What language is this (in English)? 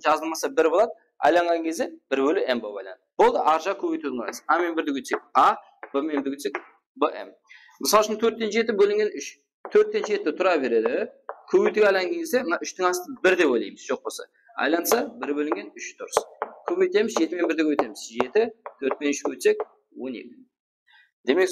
Kara-Kalpak